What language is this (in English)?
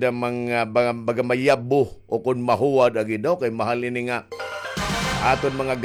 Waray